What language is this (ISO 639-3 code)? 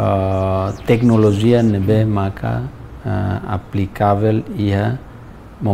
tet